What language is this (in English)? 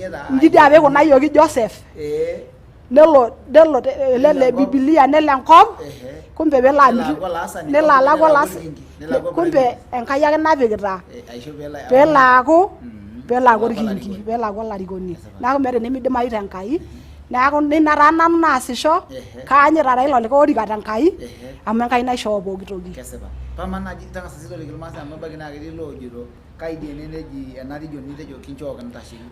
Masai